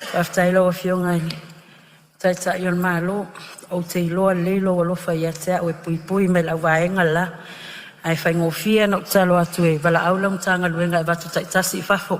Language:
Samoan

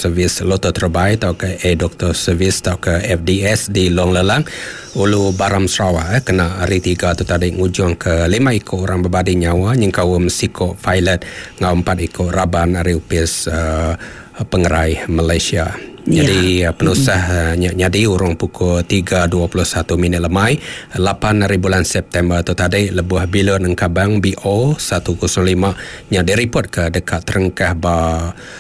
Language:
Iban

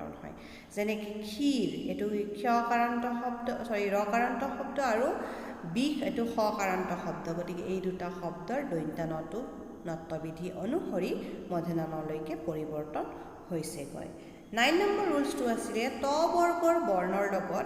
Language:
Assamese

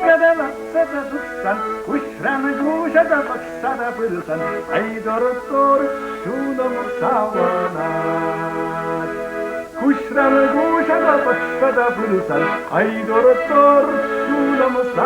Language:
Chuvash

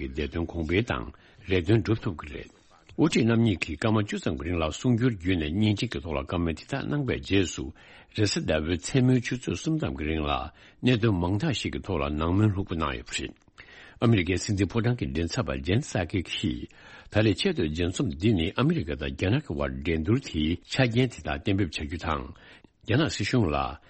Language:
Tibetan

